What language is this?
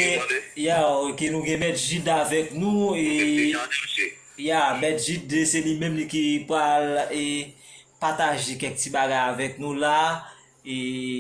Haitian Creole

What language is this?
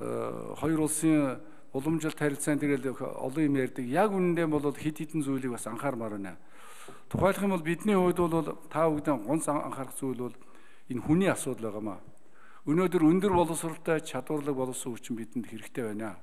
Mongolian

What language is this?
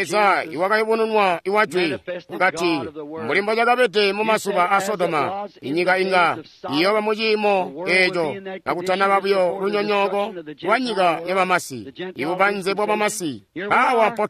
Tonga (Zambia)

